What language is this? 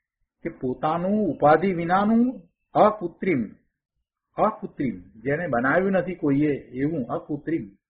Gujarati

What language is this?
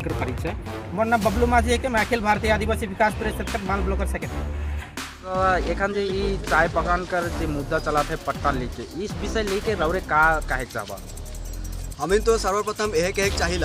Sadri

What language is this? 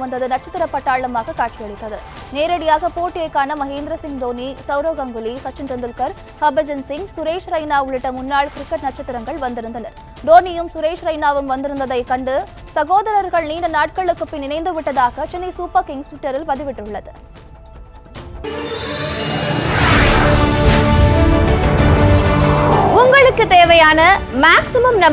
Tamil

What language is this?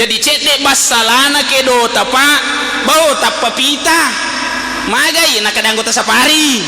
Buginese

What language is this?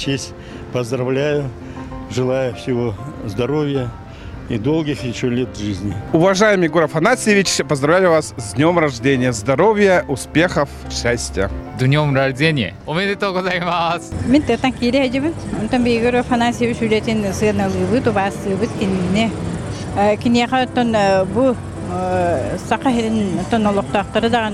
Yakut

